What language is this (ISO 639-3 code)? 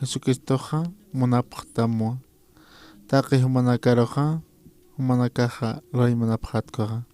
aym